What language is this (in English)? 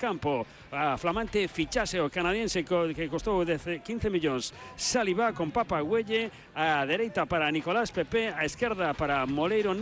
Galician